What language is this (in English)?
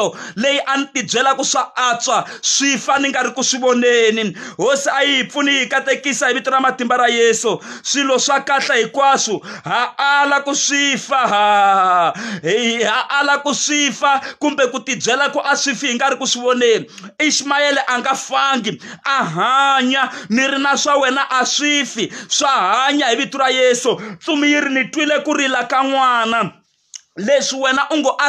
Tsonga